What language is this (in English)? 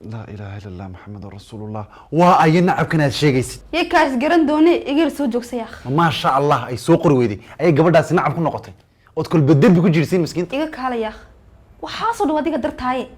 Somali